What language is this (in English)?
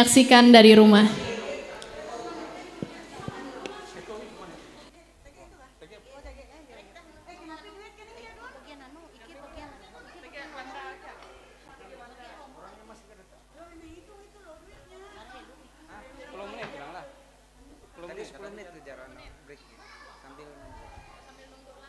Indonesian